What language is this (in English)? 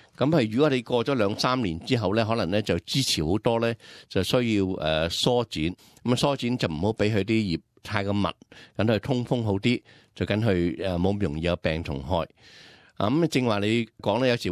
Cantonese